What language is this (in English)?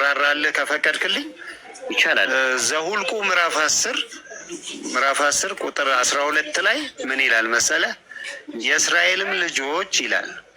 Amharic